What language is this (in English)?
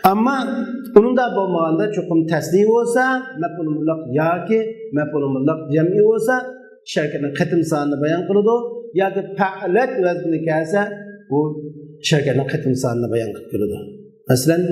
Uyghur